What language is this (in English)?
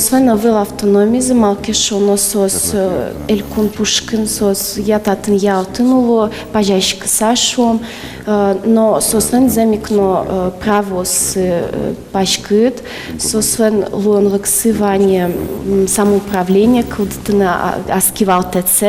Udmurt